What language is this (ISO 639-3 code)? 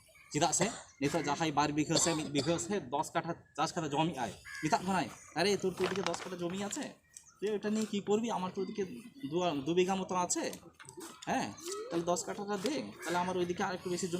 sat